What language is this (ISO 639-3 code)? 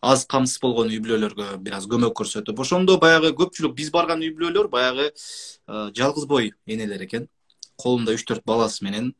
kir